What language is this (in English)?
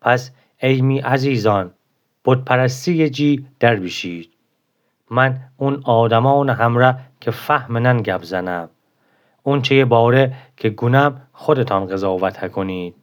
Gilaki